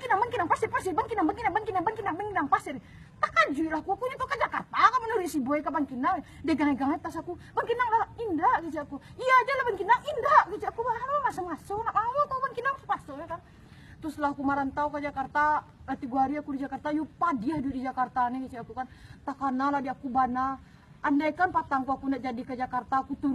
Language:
Minangkabau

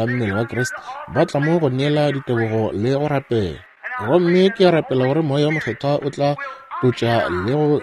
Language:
Northern Sotho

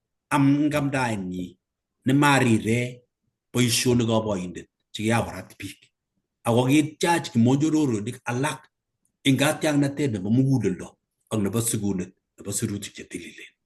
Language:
Kalenjin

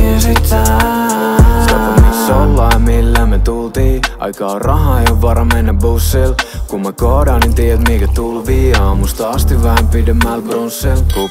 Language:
Finnish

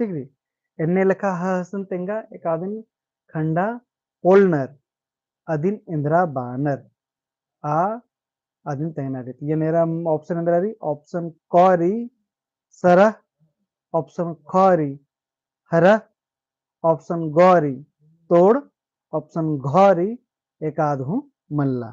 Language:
Kurukh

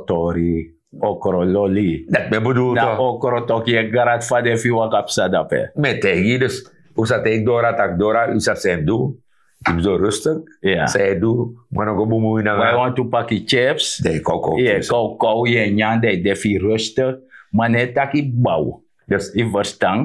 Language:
Sranan Tongo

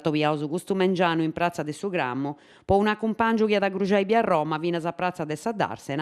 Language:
Sardinian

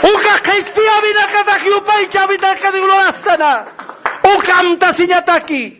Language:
Aymara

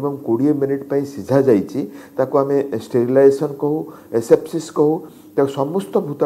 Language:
Odia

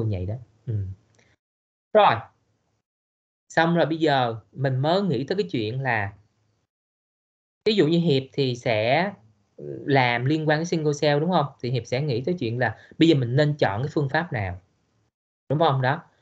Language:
Vietnamese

